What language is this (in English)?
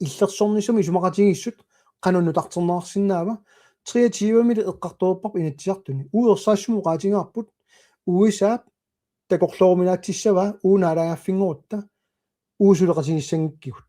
Kalaallisut